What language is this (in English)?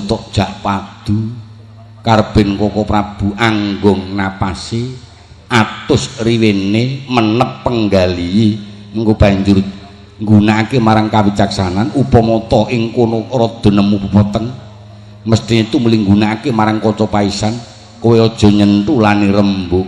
Javanese